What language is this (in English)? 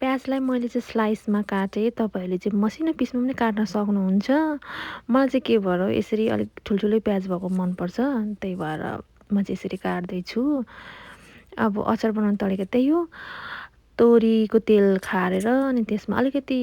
Nepali